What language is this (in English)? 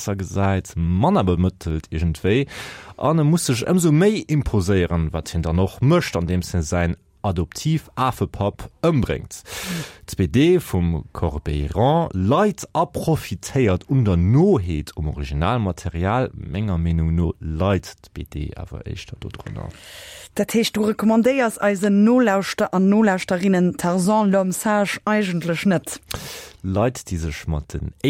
Luxembourgish